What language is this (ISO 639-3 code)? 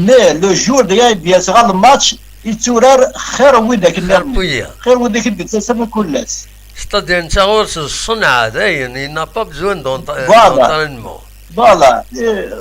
kab